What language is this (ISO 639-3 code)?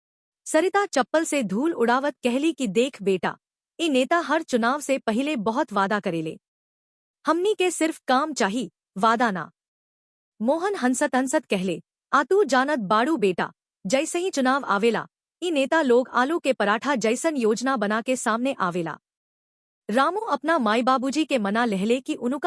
bho